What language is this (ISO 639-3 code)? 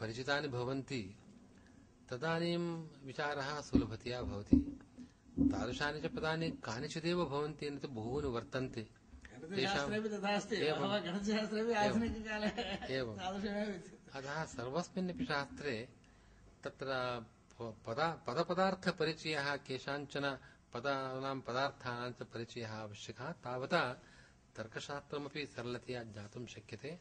san